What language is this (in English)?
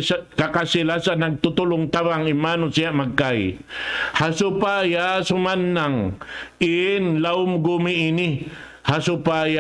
Tausug